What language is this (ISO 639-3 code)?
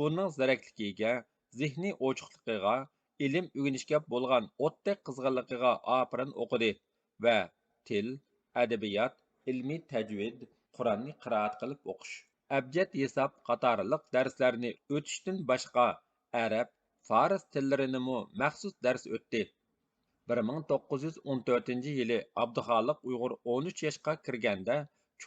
uig